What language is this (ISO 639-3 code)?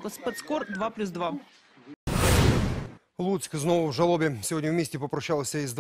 ukr